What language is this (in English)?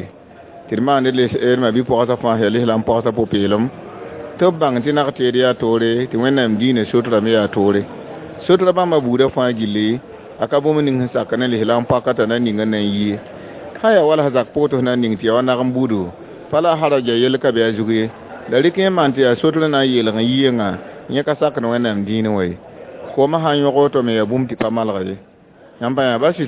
Mossi